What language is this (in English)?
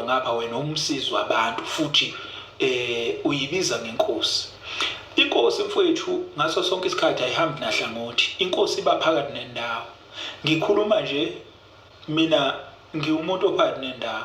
Zulu